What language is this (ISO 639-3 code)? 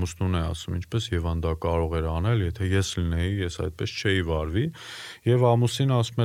hye